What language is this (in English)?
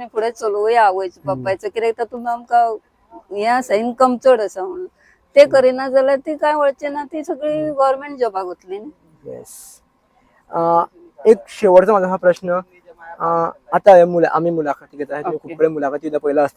Konkani